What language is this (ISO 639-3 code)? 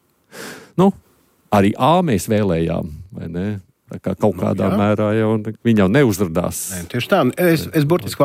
lav